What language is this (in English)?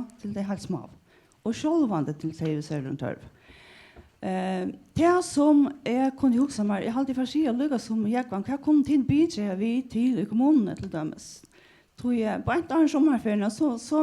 Faroese